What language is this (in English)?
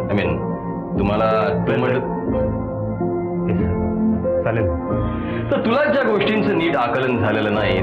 Marathi